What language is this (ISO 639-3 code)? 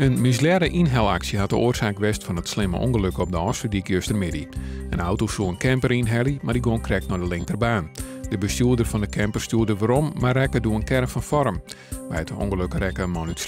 fry